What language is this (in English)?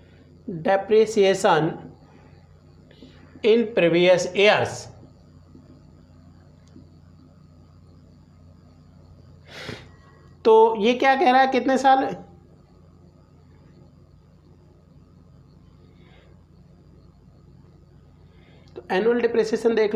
Hindi